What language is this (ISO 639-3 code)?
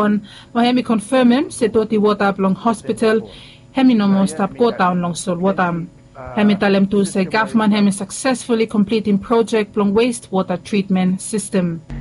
bis